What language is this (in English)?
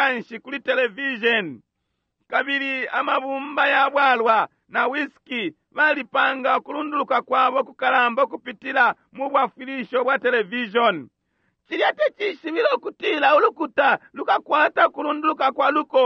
Bemba